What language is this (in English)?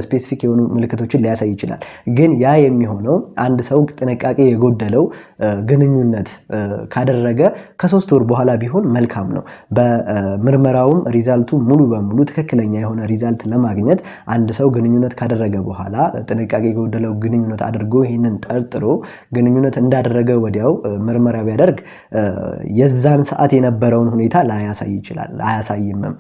Amharic